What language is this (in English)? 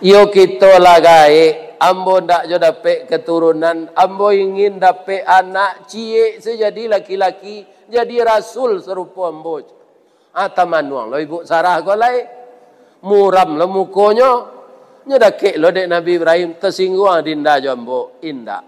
Minangkabau